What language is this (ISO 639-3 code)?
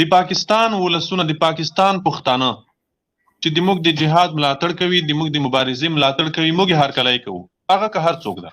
pus